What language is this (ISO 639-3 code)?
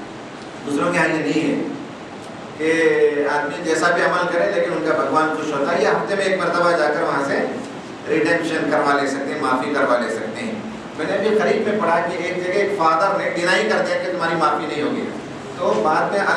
urd